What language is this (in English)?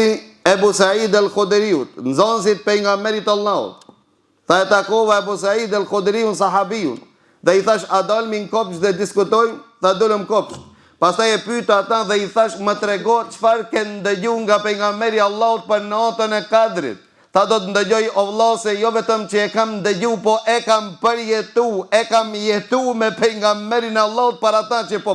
Albanian